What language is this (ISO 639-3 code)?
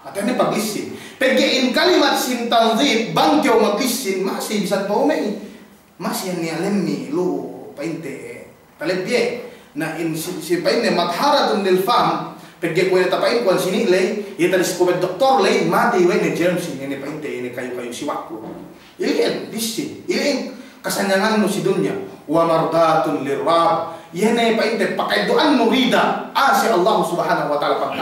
yka